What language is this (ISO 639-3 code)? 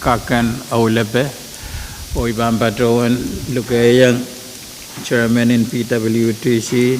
pon